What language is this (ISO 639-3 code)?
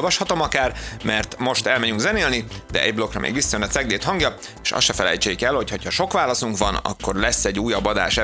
hun